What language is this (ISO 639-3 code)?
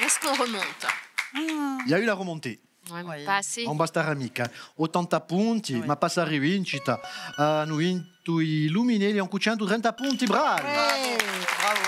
cos